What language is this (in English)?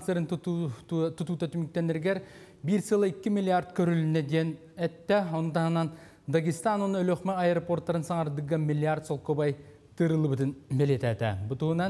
Yakut